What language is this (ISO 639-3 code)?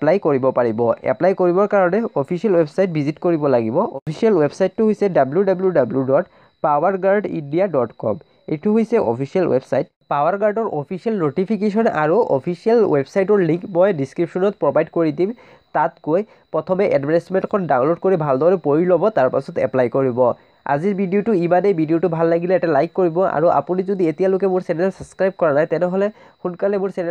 asm